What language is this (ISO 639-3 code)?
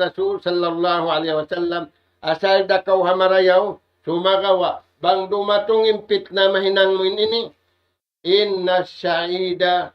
tsg